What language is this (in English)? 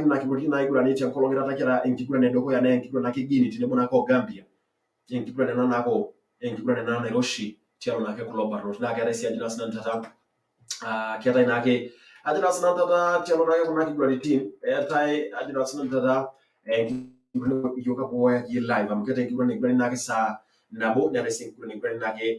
Masai